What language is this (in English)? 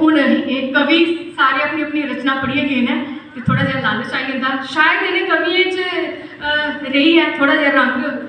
Dogri